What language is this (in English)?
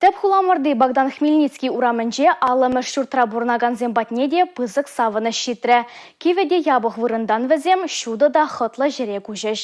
Chuvash